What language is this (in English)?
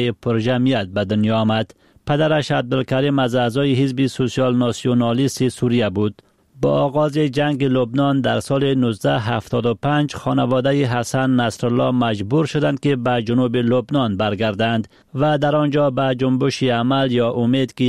Persian